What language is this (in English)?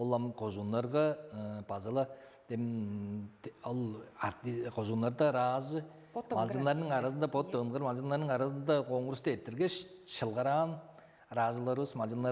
Tuvinian